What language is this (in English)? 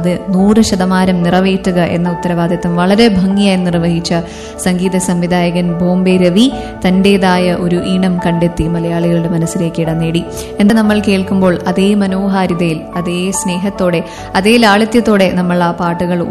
Malayalam